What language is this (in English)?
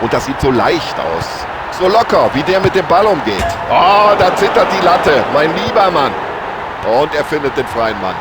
Bavarian